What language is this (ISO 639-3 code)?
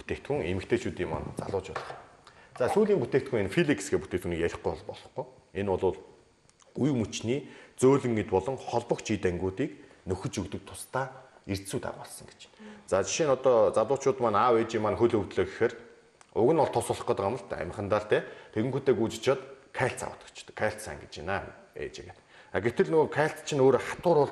mon